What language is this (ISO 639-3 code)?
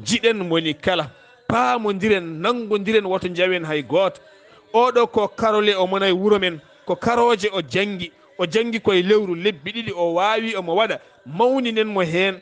ful